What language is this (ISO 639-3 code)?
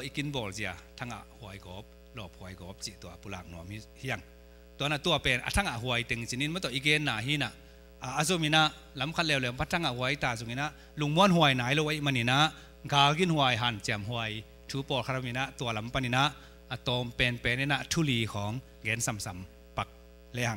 ctd